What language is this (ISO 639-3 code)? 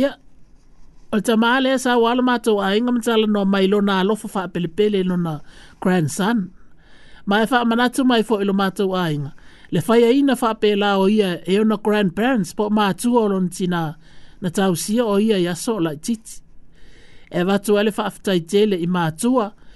smo